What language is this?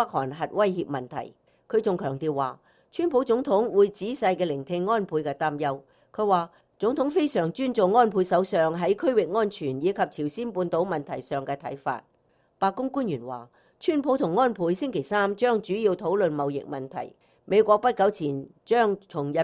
Cantonese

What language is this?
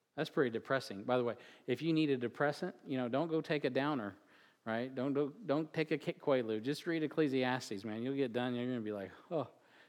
English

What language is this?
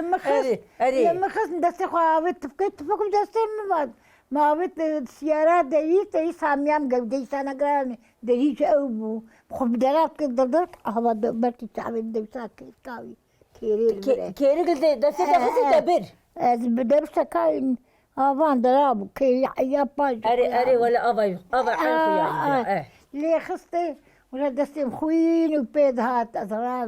Kurdish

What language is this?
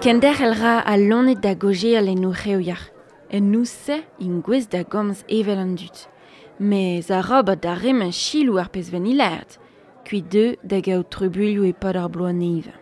Breton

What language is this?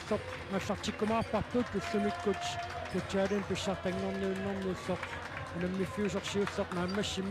Kalaallisut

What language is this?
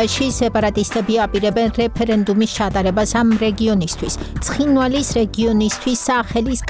Georgian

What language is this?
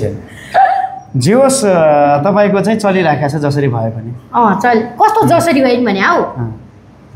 Nepali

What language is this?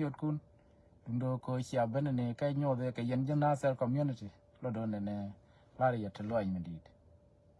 Nuer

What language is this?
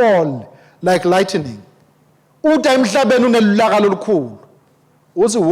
Swati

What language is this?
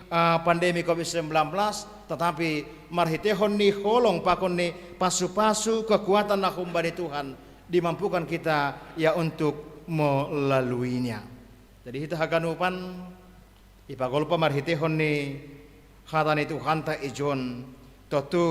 Batak Simalungun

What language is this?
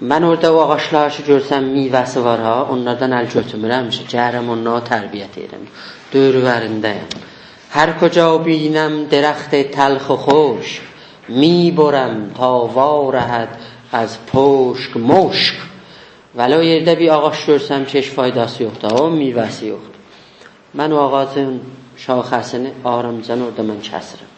South Azerbaijani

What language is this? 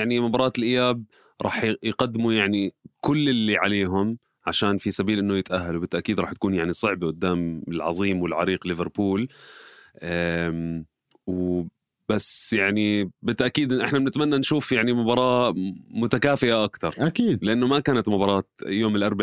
North Levantine Arabic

